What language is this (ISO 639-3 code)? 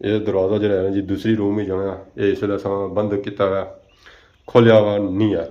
phr